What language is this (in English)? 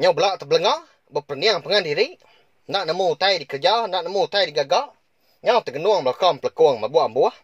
Iban